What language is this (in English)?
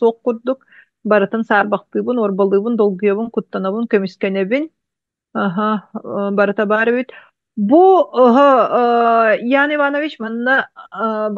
Yakut